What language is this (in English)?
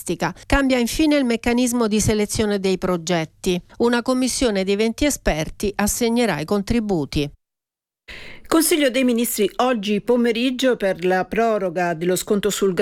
Italian